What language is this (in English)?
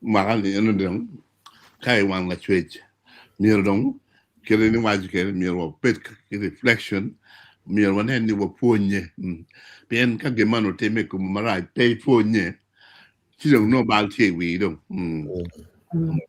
Acoli